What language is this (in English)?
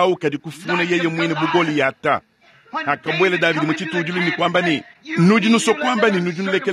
Luba-Lulua